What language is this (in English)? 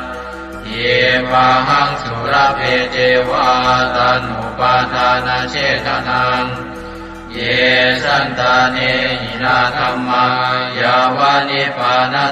Pali